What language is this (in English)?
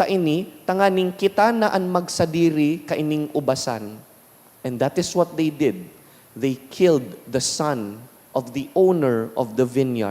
Bikol